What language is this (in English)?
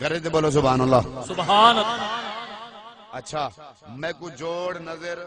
Saraiki